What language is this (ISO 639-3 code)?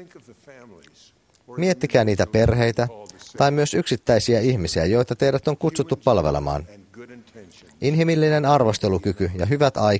fin